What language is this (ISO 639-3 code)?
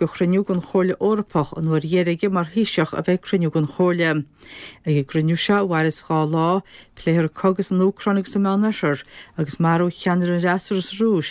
gle